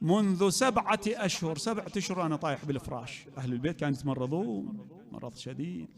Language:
Mesopotamian Arabic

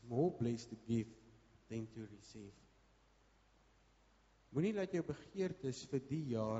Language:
Afrikaans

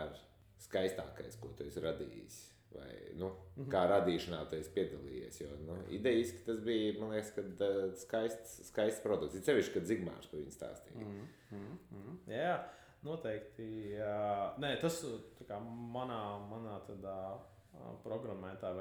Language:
Latvian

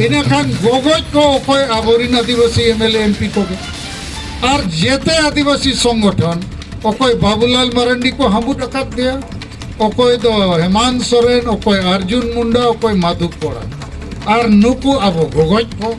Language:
Santali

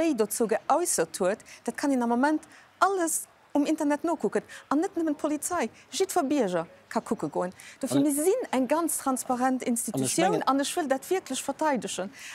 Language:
Luxembourgish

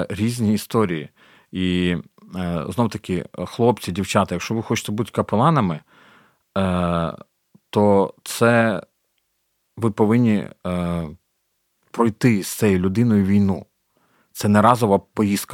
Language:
Ukrainian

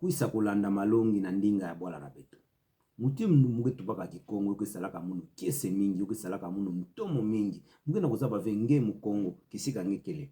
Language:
Kituba (Democratic Republic of Congo)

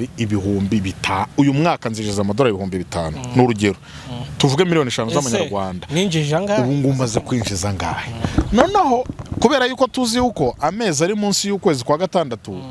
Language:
Kinyarwanda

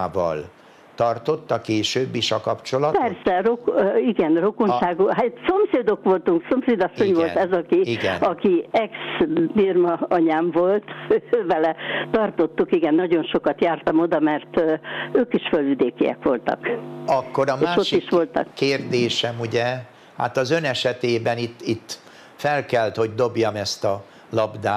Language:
Hungarian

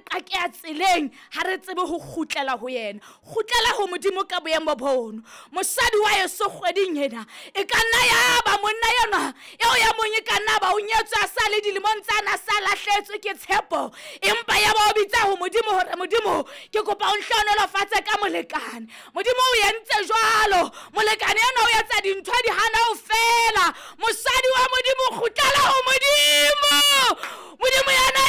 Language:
Southern Sotho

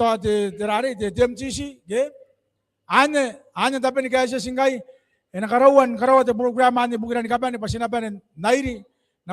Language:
Gilbertese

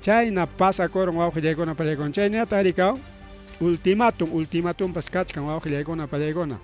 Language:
Ayacucho Quechua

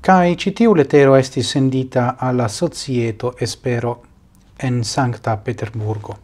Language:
Esperanto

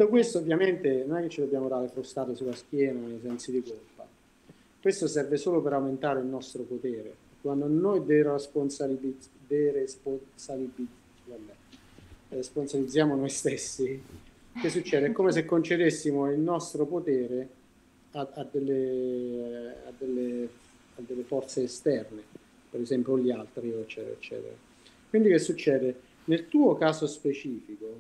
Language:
Italian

